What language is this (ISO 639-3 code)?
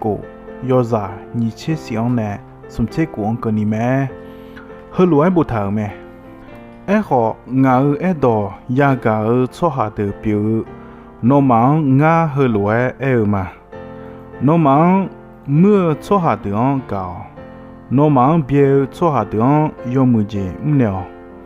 ahk